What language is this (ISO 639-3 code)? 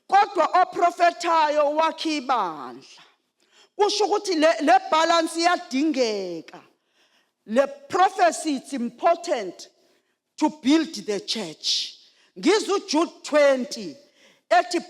zul